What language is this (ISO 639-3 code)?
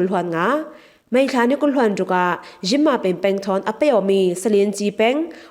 cfm